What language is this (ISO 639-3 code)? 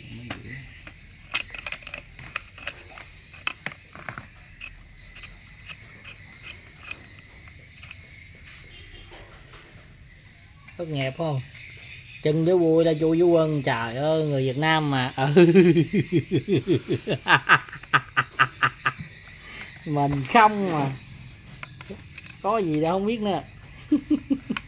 vie